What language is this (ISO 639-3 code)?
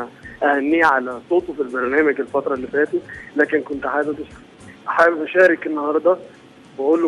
arz